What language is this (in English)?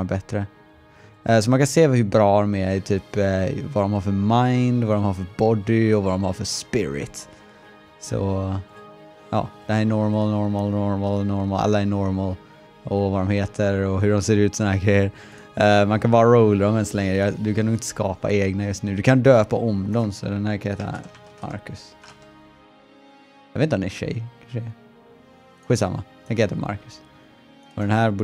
Swedish